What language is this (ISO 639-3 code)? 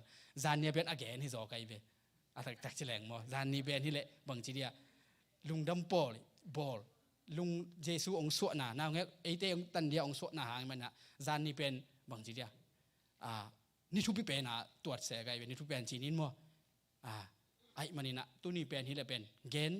ctd